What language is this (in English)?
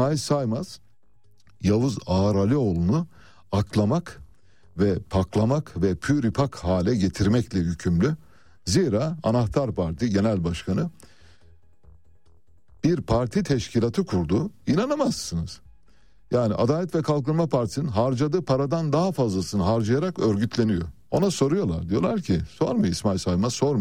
Turkish